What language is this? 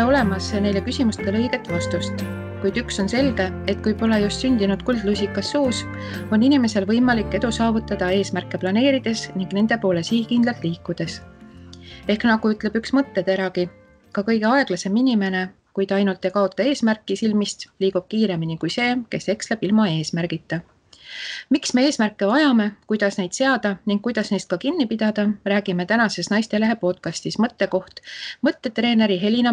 Estonian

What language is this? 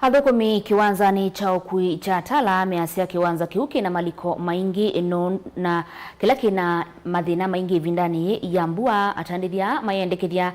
Kamba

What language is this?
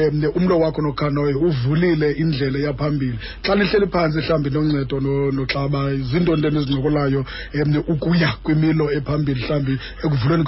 Xhosa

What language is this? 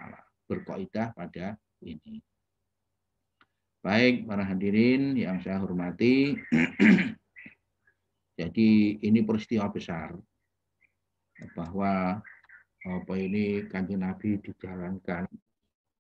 Indonesian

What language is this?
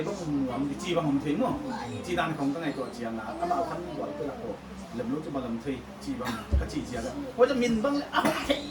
Paite Chin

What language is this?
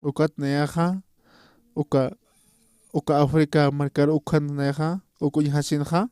Aymara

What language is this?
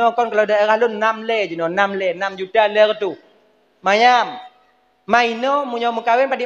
Achinese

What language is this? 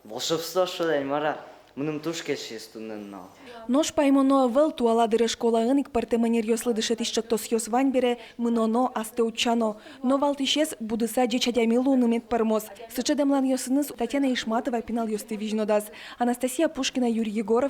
Udmurt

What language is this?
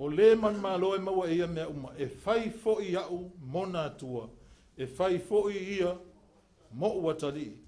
Samoan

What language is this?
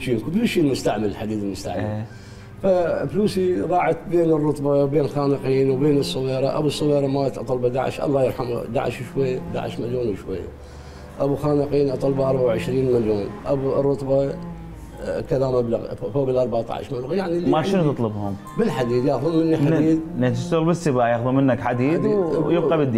Mesopotamian Arabic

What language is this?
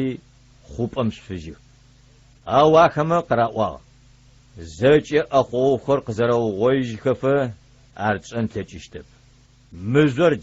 Adyghe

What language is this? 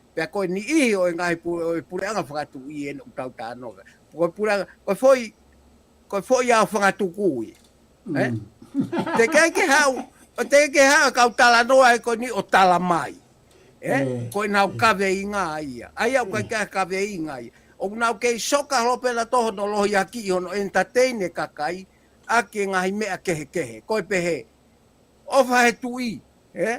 Tongan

